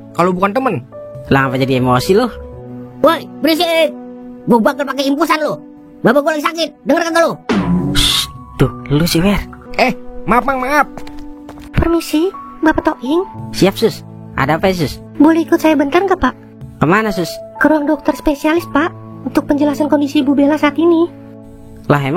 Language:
Betawi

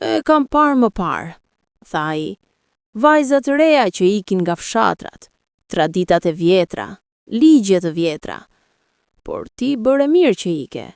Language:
Albanian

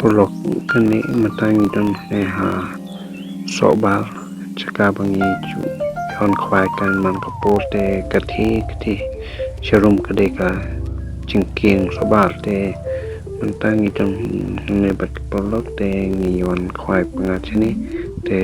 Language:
Khasi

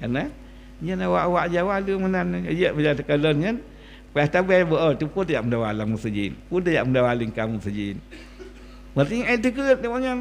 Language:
Achinese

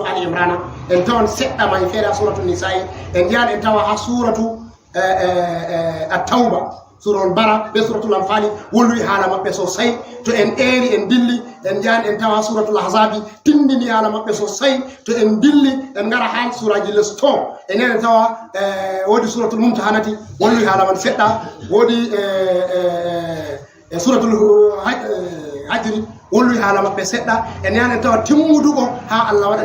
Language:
Fula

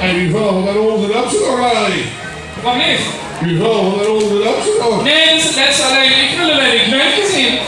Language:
Limburgish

